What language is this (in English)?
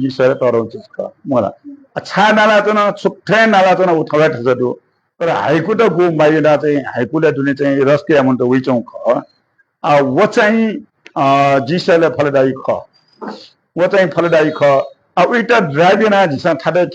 Newari